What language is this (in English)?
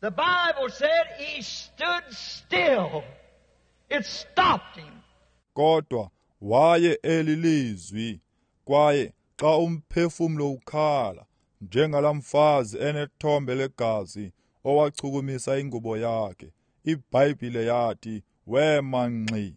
Xhosa